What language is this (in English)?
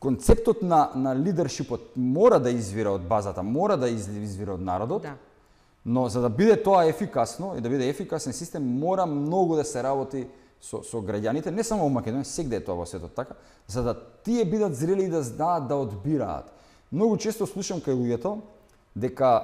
Macedonian